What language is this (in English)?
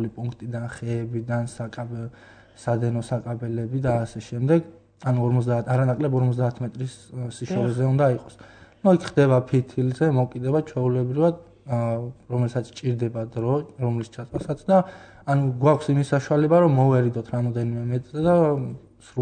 Georgian